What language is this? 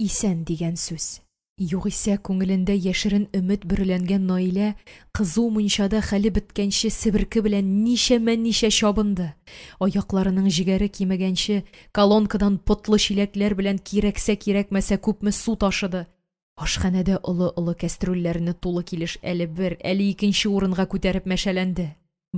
Tatar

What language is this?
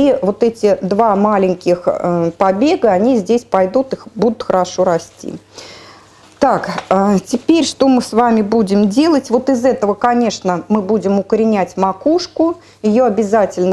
Russian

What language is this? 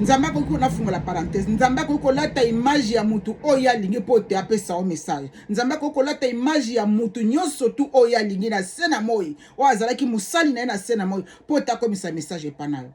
Lingala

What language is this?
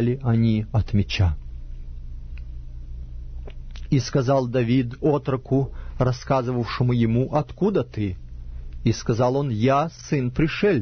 Russian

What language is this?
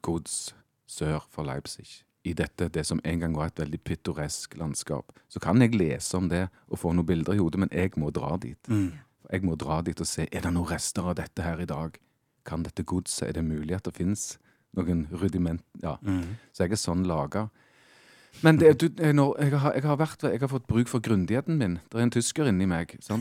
Norwegian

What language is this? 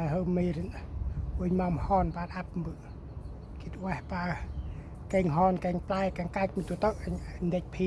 Central Mnong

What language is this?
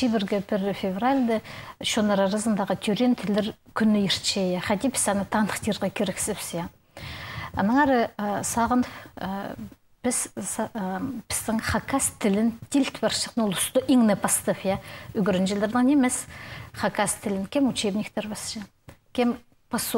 Khakas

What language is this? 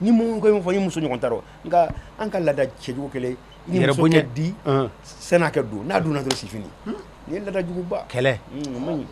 Bambara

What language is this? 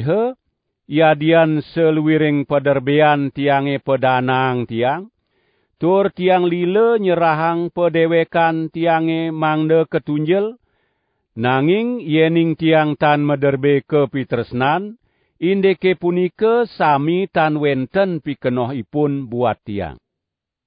Balinese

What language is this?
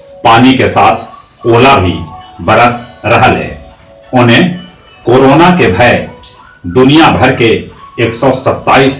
Magahi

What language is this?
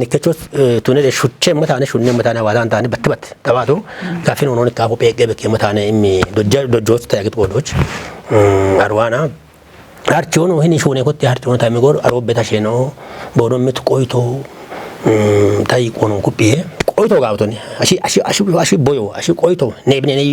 Kafa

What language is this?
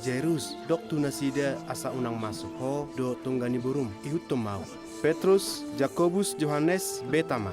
Batak Toba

